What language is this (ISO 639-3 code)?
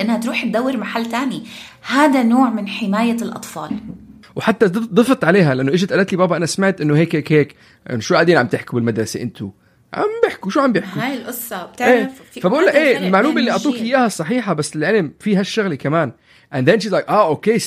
apc